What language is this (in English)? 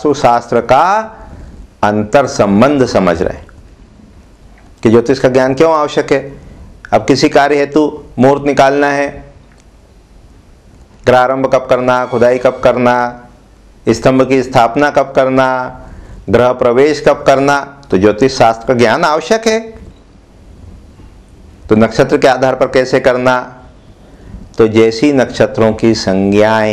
Hindi